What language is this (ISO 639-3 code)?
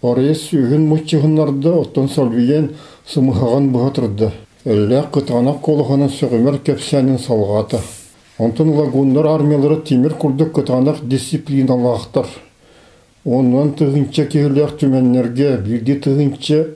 sah